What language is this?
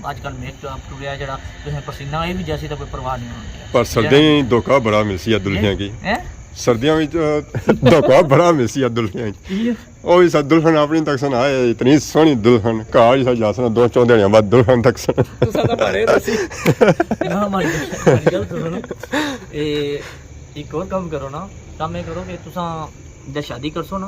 Pahari-Potwari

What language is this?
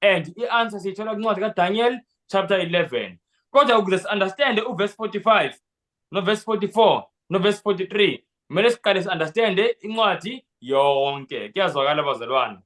Zulu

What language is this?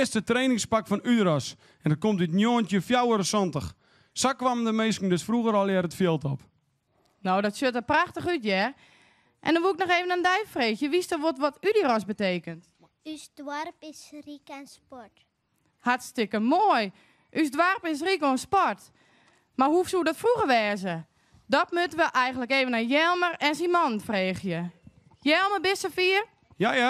Western Frisian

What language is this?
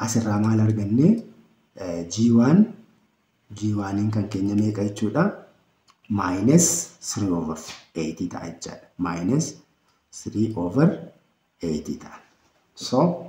Oromo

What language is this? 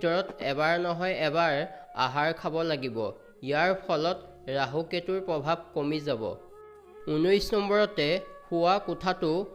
Assamese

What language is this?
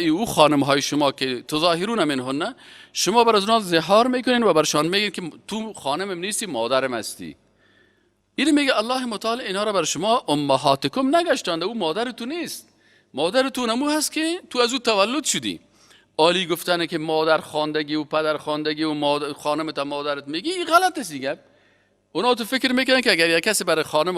Persian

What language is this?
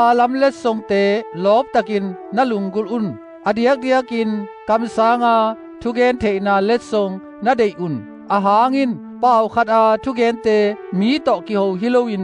Tedim Chin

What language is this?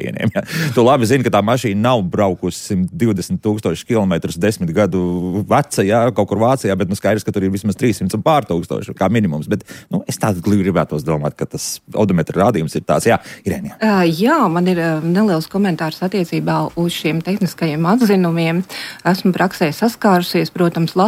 Latvian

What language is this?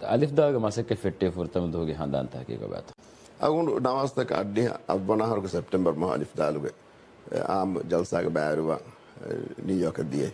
Divehi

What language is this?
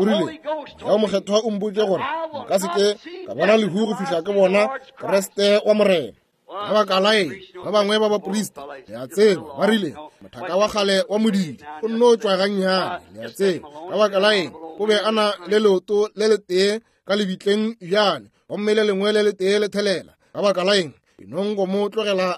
Northern Sotho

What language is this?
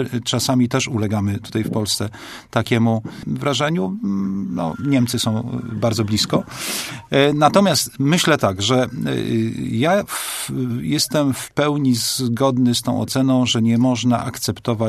Polish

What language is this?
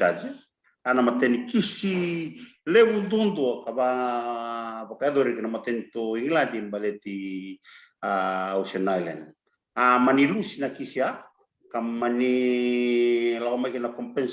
Fijian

